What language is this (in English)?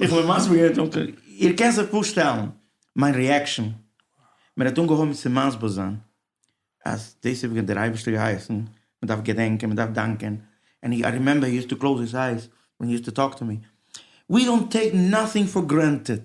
Yiddish